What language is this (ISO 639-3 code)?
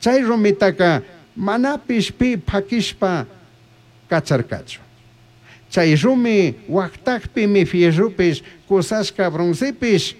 qug